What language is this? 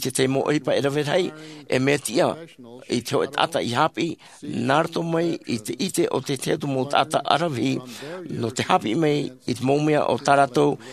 Tahitian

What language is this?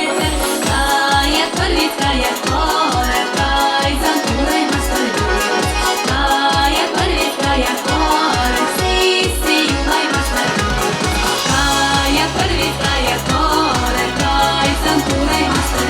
Chuvash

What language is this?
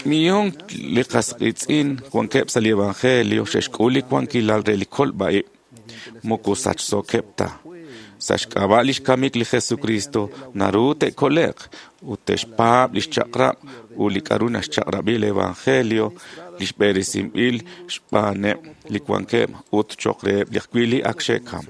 Kekchí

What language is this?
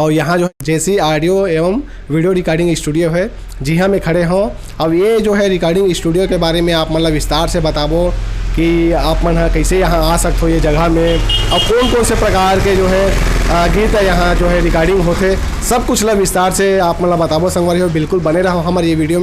Chhattisgarhi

